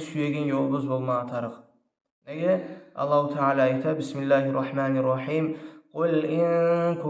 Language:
Kumyk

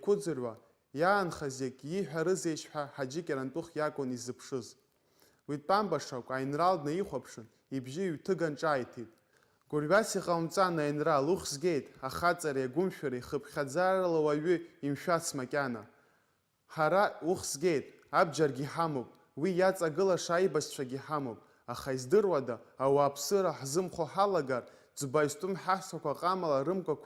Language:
Abkhazian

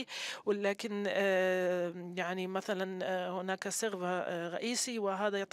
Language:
Arabic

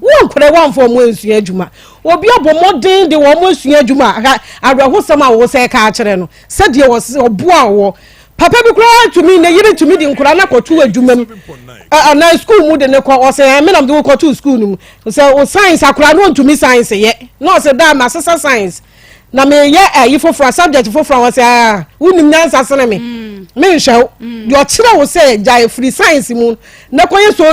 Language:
Akan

